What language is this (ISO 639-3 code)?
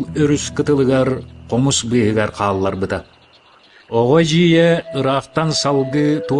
sah